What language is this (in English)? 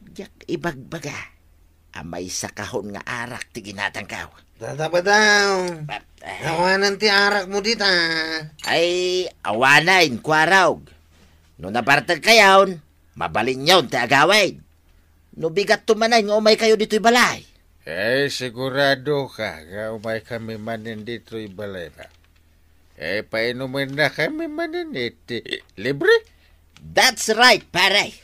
Iloko